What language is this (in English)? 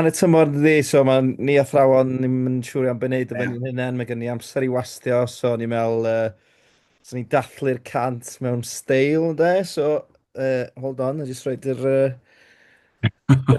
Welsh